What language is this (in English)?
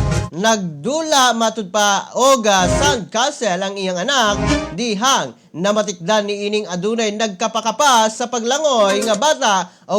Cebuano